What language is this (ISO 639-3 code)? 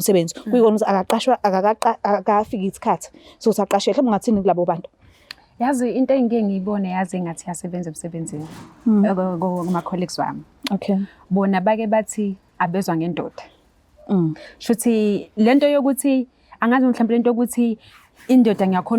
zul